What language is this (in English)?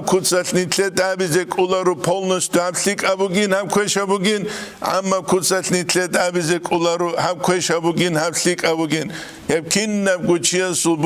Avaric